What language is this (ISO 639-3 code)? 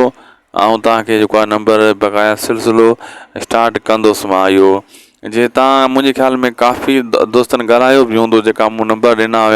snd